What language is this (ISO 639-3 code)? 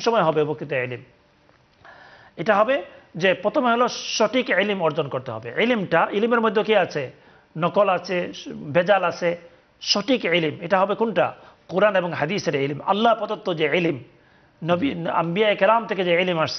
ben